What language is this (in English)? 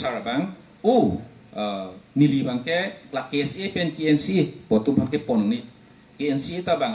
Karbi